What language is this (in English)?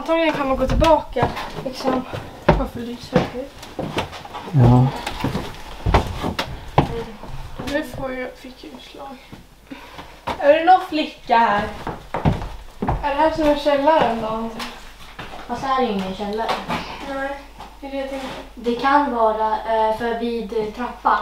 Swedish